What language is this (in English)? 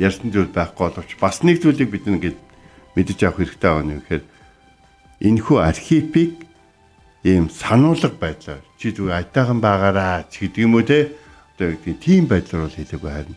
Mongolian